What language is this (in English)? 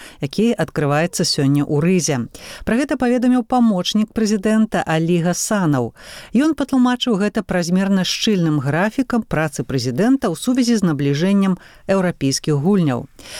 Belarusian